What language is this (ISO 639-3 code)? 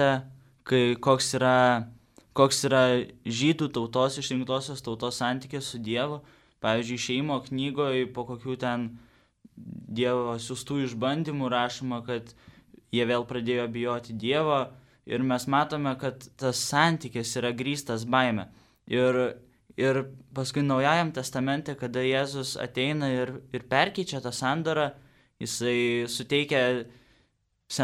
lit